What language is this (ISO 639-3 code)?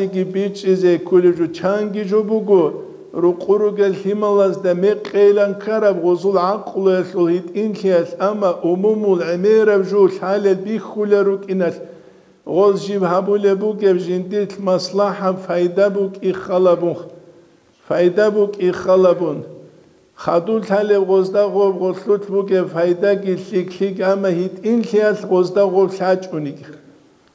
ava